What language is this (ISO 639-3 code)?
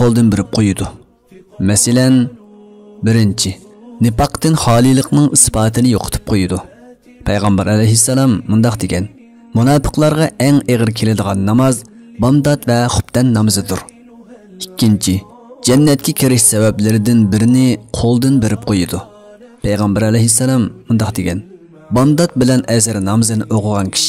uig